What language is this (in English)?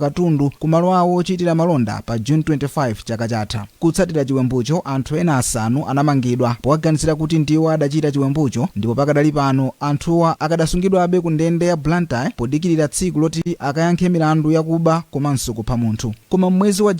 Nyanja